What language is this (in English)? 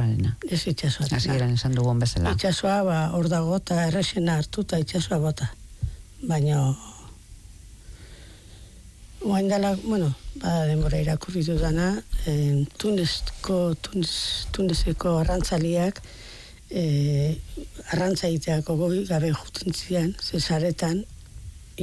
Basque